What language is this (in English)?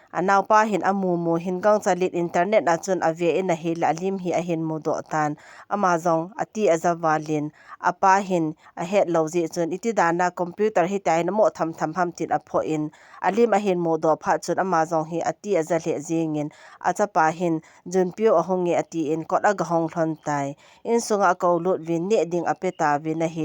Thado Chin